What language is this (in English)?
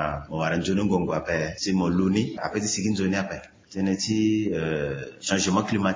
Sango